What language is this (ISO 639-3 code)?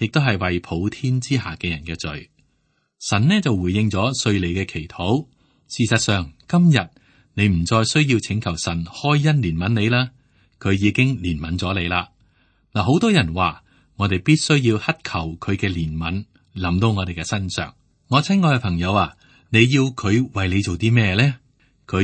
yue